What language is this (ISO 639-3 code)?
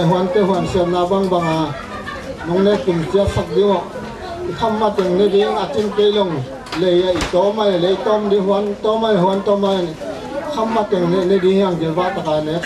ctd